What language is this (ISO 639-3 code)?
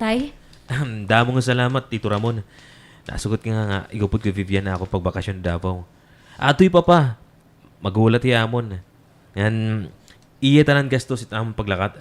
war